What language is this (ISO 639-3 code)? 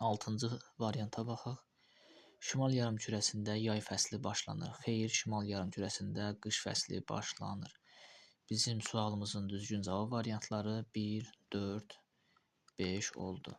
aze